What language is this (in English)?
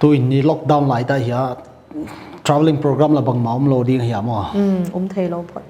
Paite Chin